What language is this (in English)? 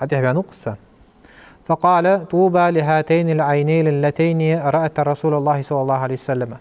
Ingush